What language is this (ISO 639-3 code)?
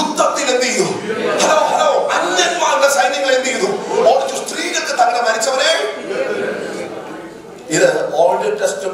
mal